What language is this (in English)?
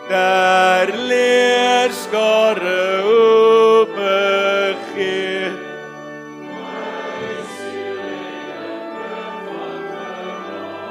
Afrikaans